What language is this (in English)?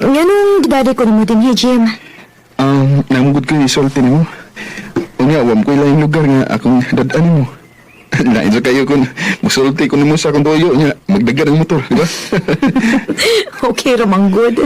Cebuano